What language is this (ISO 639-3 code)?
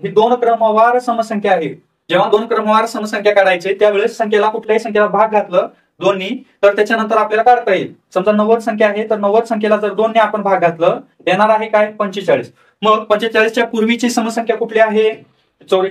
mar